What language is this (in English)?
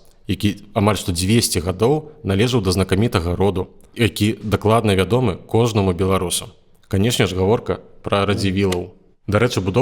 Belarusian